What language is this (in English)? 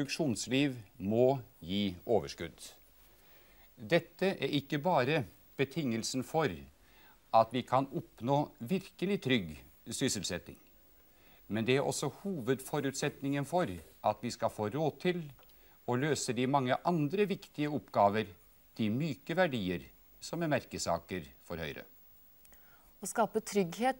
Norwegian